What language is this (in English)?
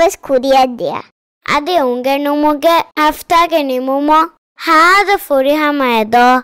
Divehi